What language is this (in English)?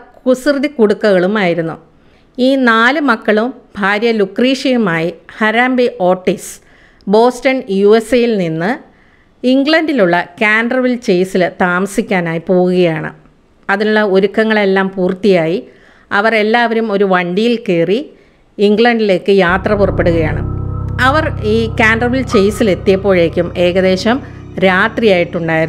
Malayalam